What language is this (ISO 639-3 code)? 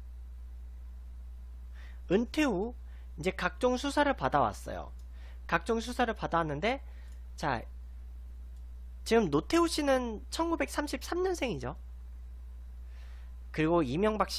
kor